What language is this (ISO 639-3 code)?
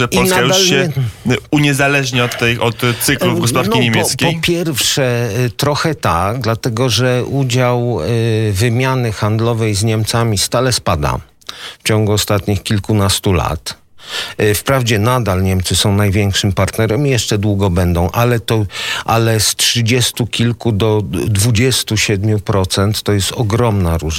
pol